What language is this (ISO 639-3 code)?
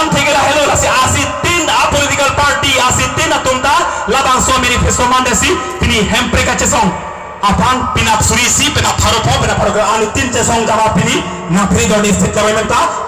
mjw